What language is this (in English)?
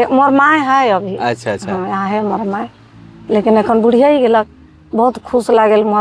Sadri